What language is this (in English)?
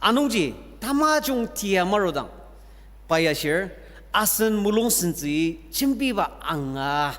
Ao Naga